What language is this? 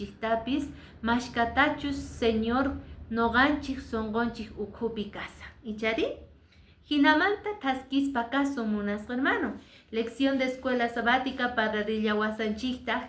Quechua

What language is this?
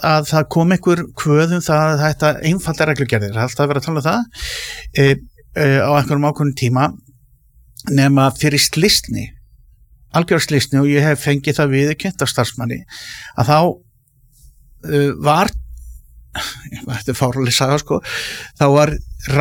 Icelandic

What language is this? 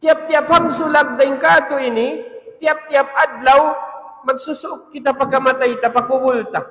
Tausug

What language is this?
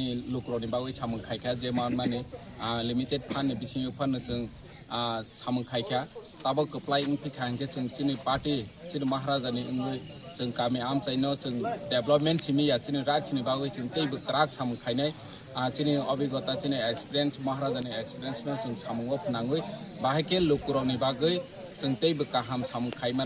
Kok Borok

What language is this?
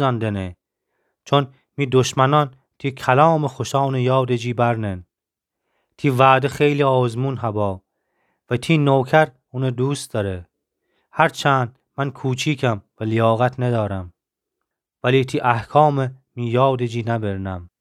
Gilaki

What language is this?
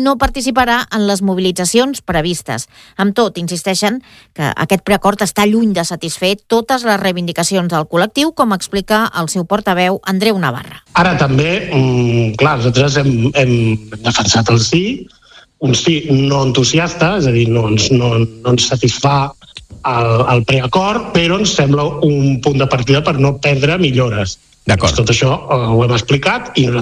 Catalan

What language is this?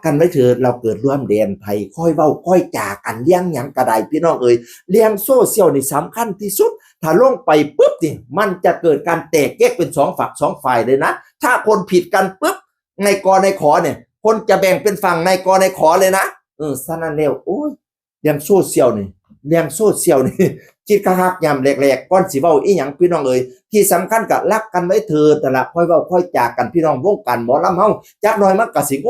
Northeastern Thai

